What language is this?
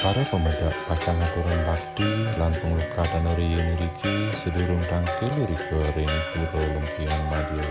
Balinese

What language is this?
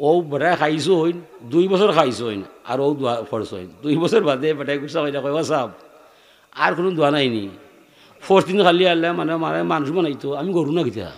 Sylheti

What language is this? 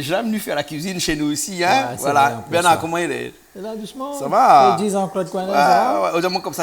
Réunion Creole French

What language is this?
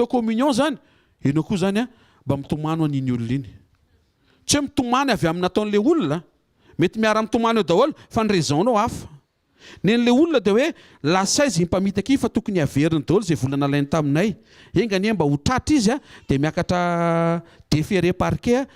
Malagasy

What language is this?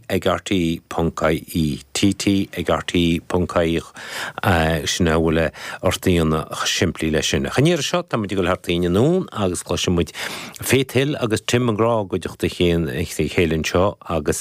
Irish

